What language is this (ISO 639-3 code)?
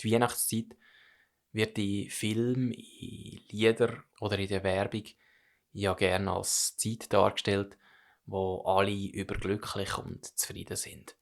gsw